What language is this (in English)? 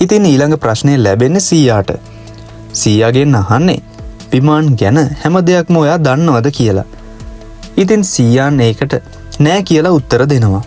Sinhala